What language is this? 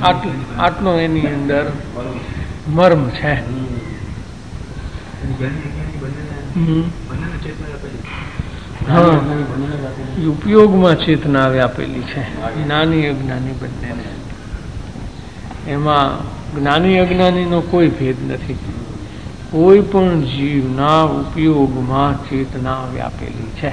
Gujarati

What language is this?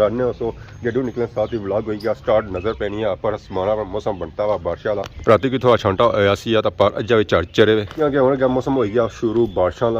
Pahari-Potwari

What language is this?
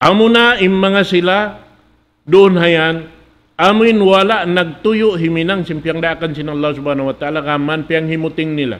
Tausug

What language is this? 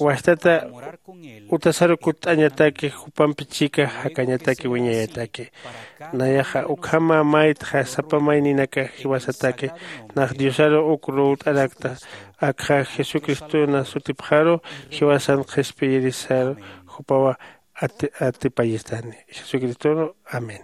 Aymara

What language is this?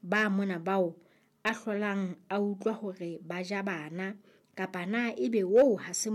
Southern Sotho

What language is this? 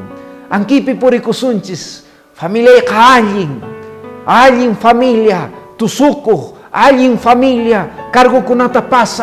Quechua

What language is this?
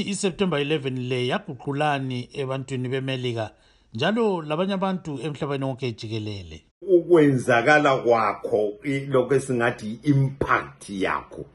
North Ndebele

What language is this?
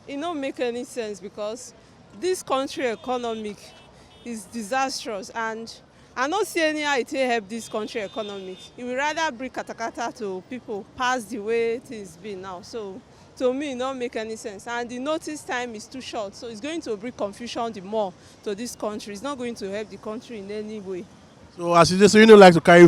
Nigerian Pidgin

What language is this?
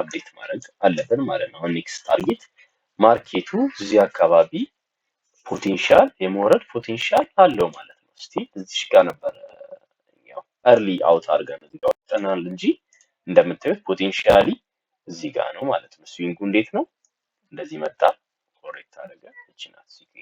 Amharic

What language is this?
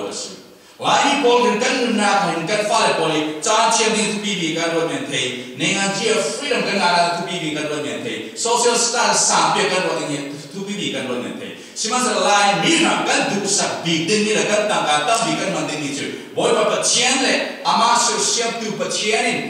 Falam Chin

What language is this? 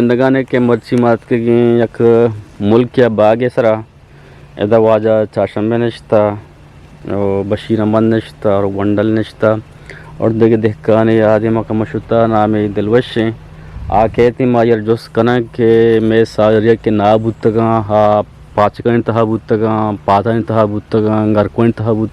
Eastern Balochi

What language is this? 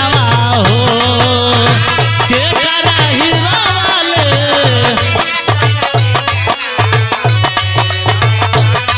Bhojpuri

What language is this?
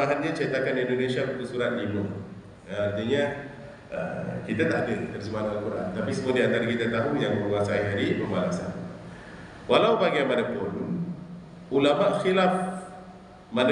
Malay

